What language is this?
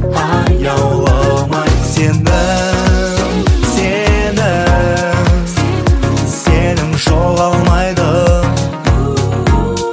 Kazakh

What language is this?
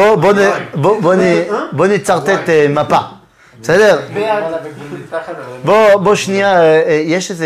Hebrew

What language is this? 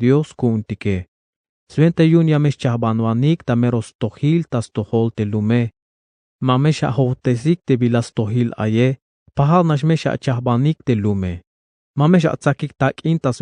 Tzeltal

